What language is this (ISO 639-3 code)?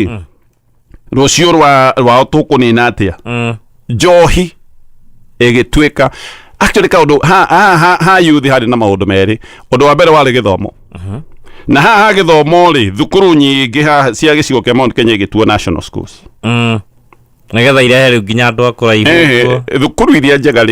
kik